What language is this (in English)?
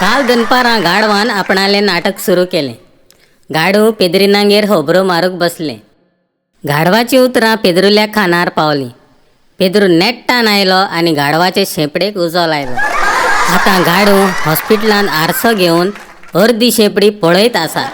Konkani